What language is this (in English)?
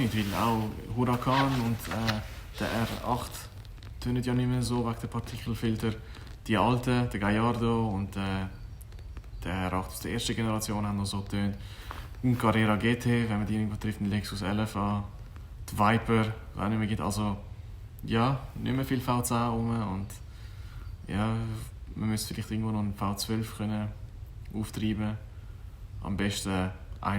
Swiss German